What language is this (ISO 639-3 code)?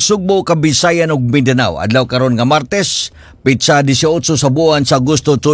ceb